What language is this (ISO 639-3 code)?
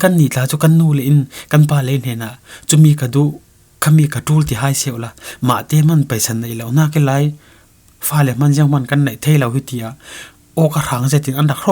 cfm